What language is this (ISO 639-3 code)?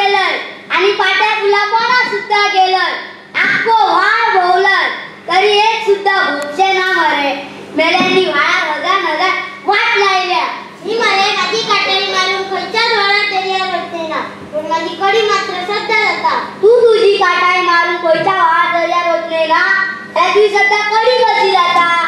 kok